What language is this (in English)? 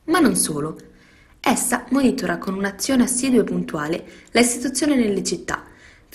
Italian